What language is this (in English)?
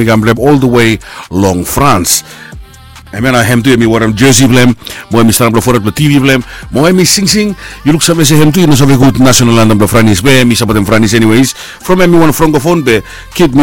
Bislama